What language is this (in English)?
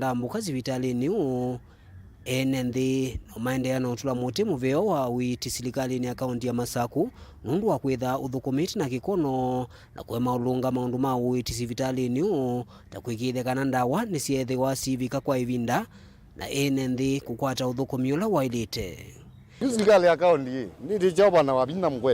Kamba